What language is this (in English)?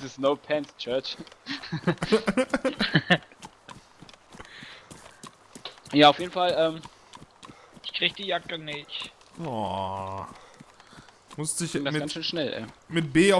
German